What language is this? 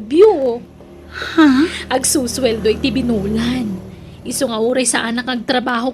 Iloko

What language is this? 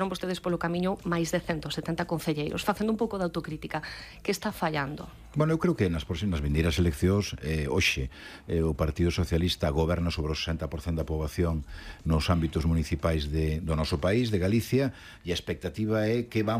Galician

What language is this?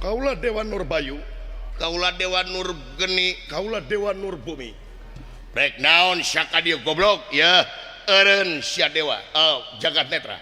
Sundanese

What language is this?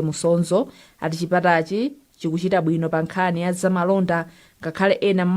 Nyanja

